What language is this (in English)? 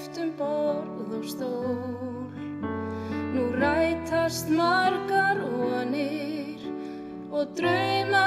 Icelandic